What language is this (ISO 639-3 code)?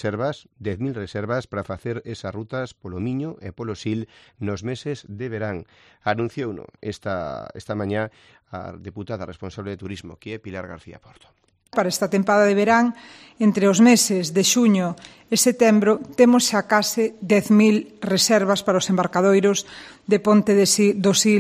glg